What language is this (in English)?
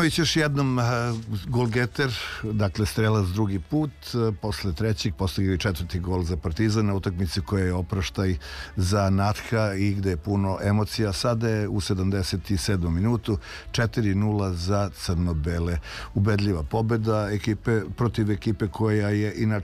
Serbian